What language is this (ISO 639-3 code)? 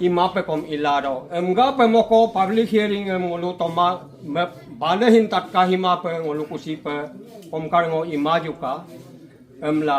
adi